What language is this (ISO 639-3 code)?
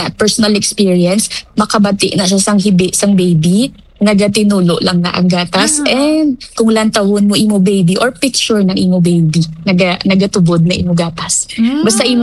hil